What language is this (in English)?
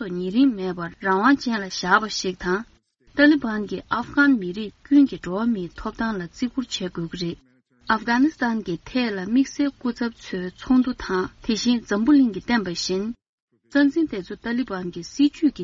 Tibetan